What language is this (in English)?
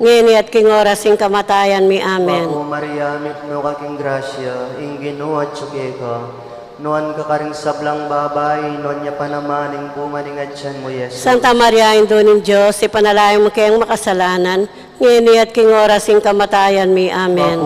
Pampanga